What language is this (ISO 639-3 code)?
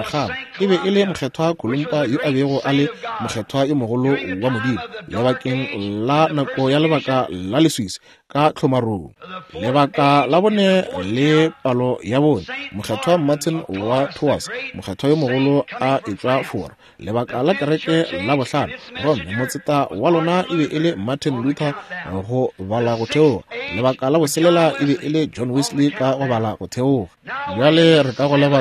nso